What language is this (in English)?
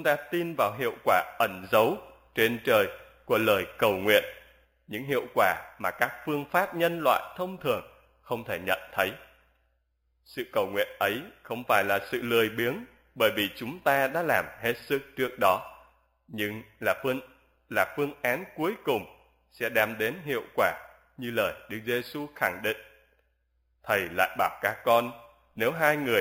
Vietnamese